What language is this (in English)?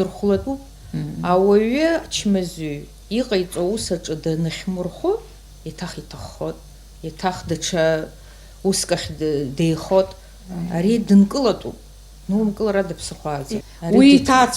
Abkhazian